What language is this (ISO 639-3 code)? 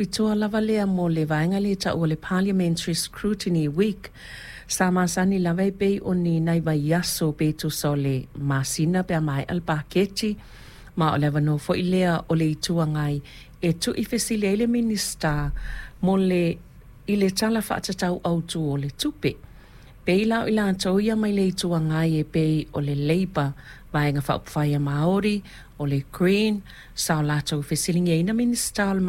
smo